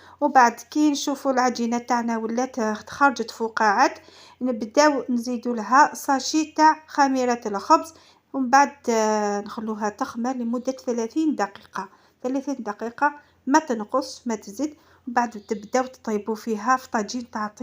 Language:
Algerian Arabic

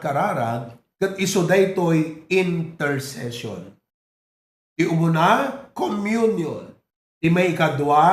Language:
Iloko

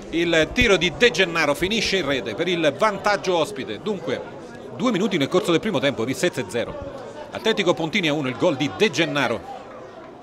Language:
Italian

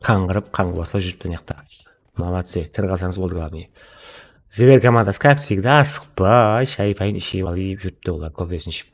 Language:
Kara-Kalpak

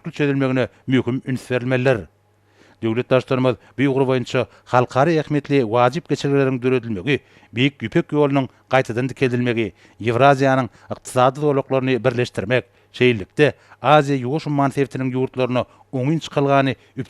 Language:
Turkmen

